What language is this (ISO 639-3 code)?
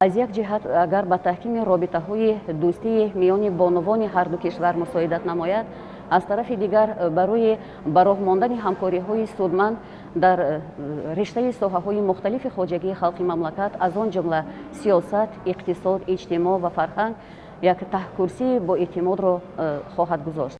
tgk